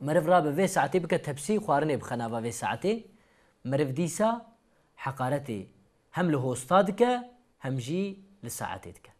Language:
Kurdish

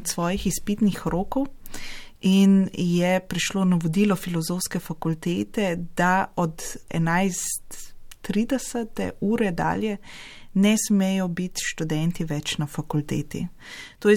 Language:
Slovenian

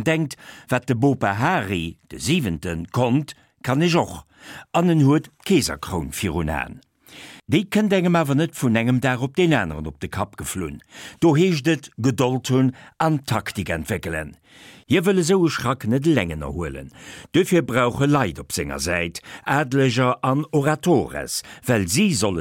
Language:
Luxembourgish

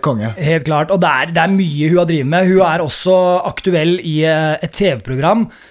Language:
Norwegian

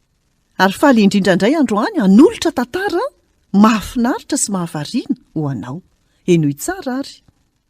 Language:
Malagasy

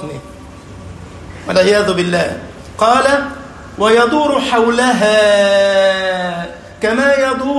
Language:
Arabic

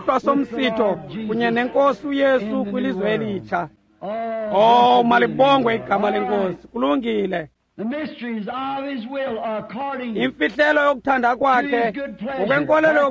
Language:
Xhosa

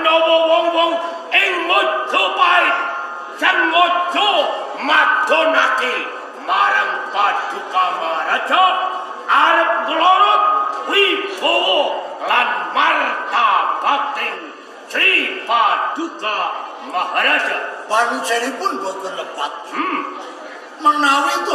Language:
Javanese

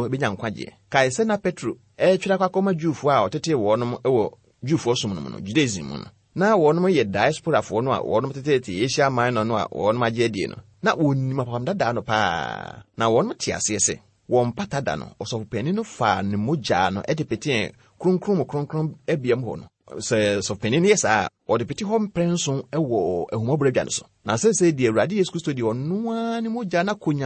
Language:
Akan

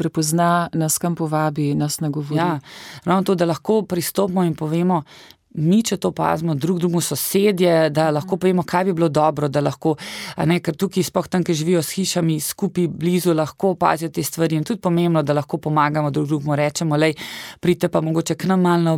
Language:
Slovenian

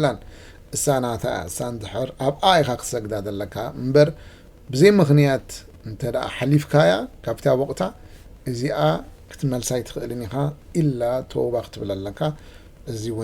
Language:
Tigrinya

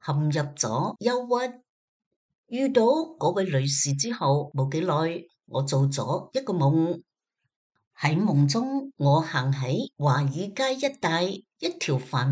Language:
Cantonese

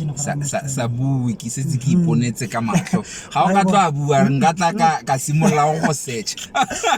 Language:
Tswana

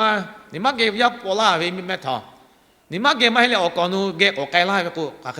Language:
Lahu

